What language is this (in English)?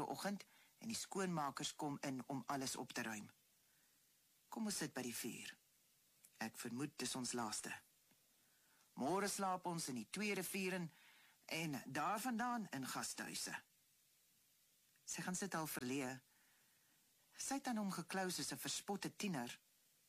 Afrikaans